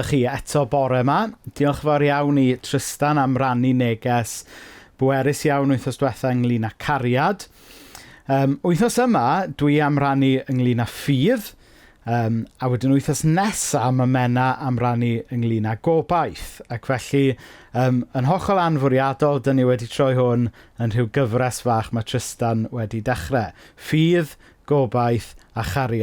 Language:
Welsh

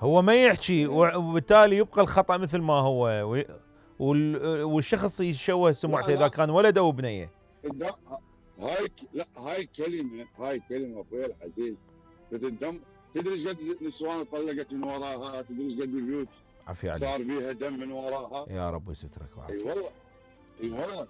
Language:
Mesopotamian Arabic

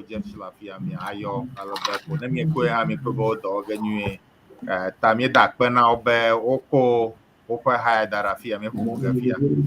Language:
Ewe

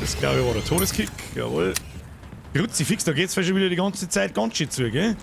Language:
Bavarian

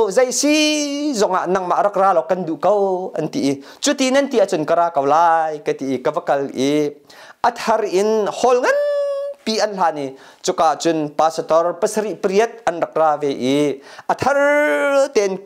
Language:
Hakha Chin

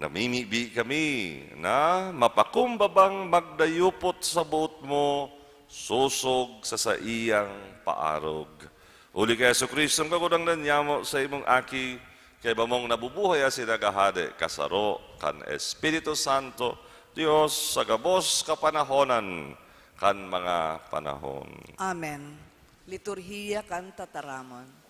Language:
Bikol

